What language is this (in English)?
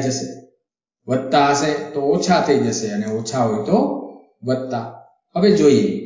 Gujarati